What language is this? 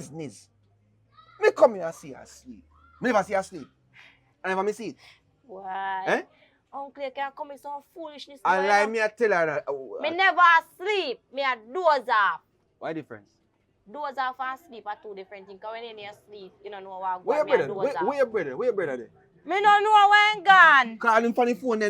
Jamaican Creole English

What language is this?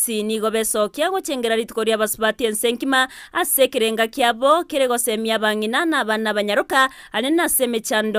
Gusii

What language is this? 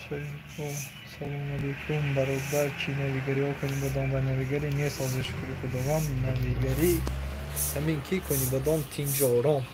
Tajik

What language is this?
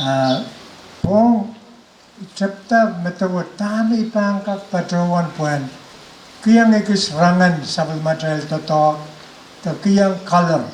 Pohnpeian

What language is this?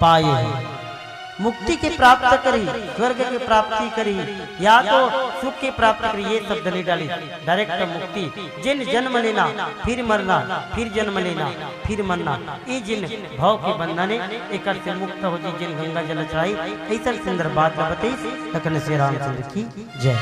Chhattisgarhi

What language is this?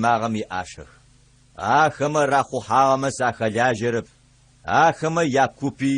Adyghe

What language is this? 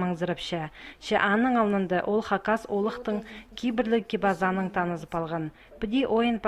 Khakas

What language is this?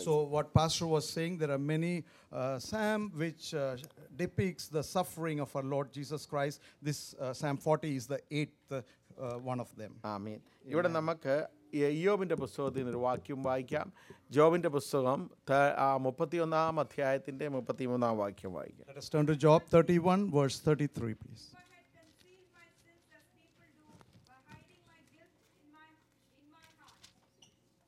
Malayalam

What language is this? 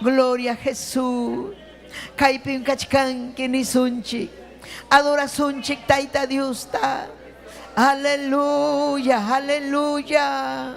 Ayacucho Quechua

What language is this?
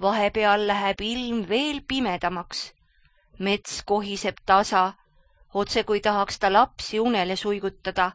Estonian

